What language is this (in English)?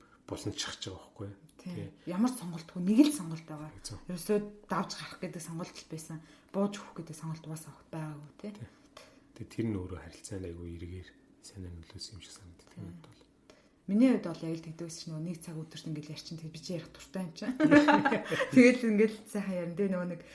Mongolian